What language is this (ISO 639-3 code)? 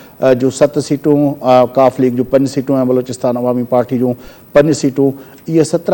snd